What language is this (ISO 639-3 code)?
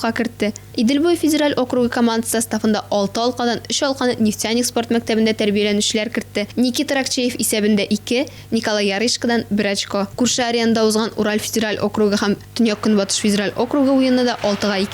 tat